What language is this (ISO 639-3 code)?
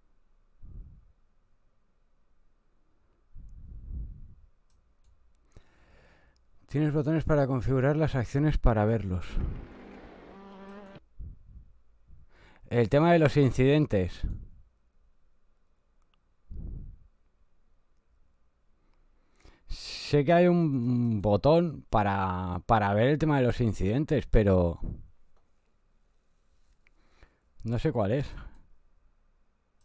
spa